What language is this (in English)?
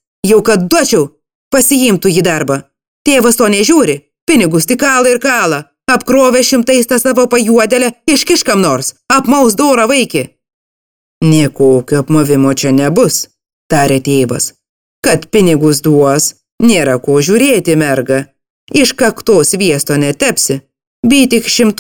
Lithuanian